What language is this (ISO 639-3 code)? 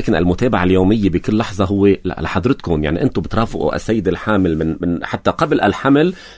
apc